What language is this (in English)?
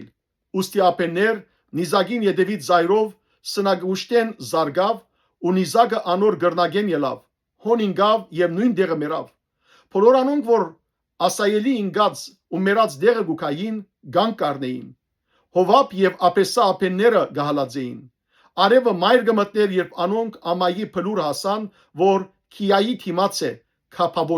Western Armenian